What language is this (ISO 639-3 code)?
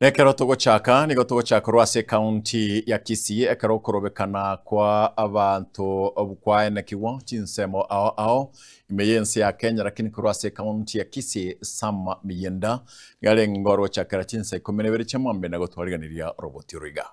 guz